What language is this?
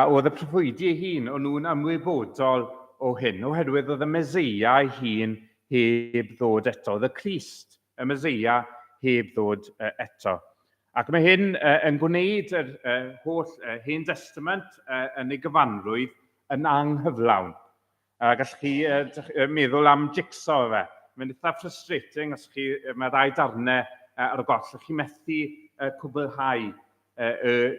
Welsh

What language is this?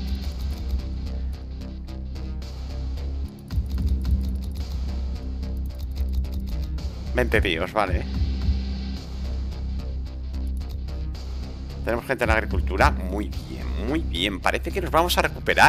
Spanish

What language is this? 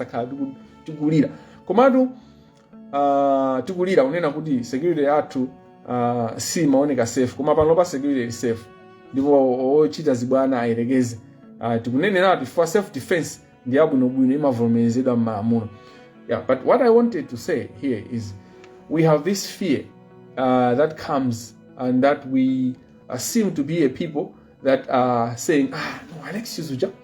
Nyanja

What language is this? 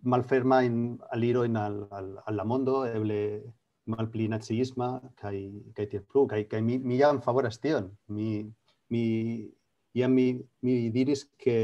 Esperanto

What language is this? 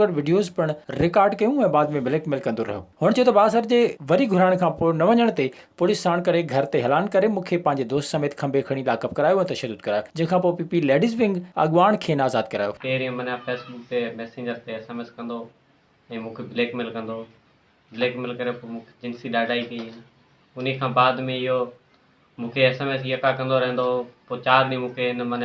Sindhi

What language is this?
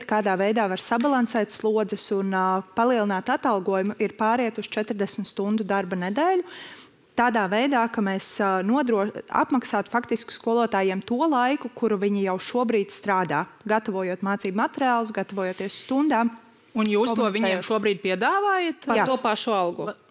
Latvian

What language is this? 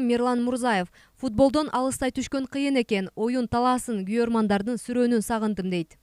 Kyrgyz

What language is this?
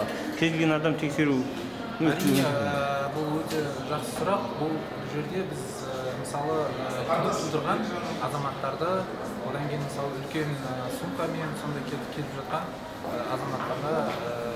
Kyrgyz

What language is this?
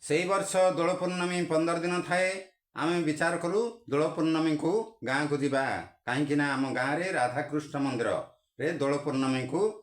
Odia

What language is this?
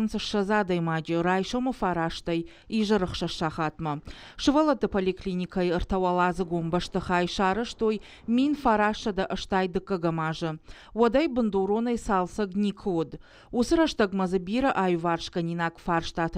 Ossetic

